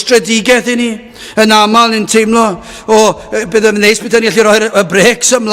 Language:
Welsh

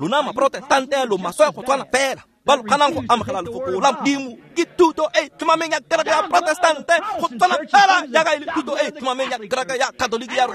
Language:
Tswana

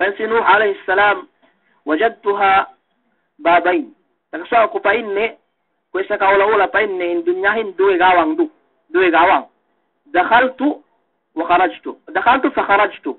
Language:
Yakan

